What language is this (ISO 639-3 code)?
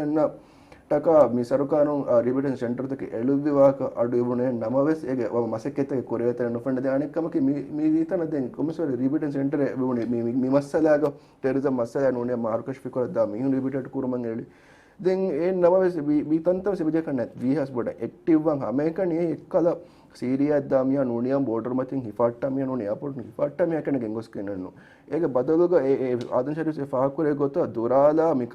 div